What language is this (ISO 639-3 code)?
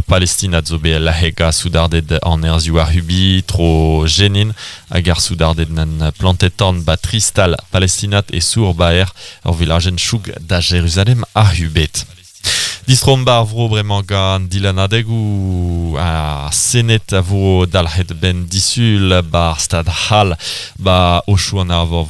bre